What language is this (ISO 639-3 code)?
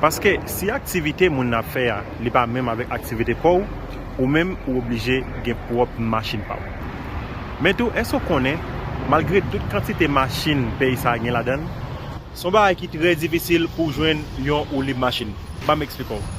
hat